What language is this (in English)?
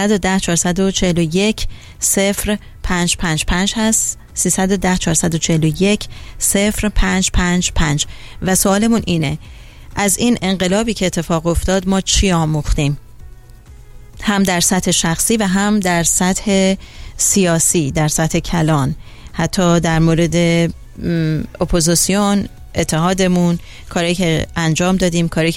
Persian